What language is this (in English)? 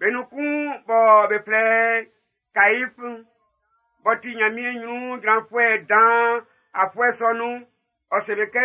Baoulé